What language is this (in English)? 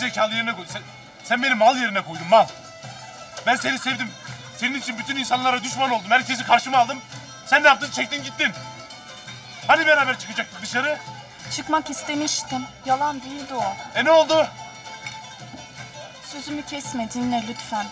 Turkish